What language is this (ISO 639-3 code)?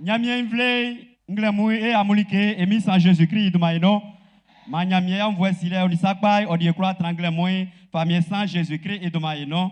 bci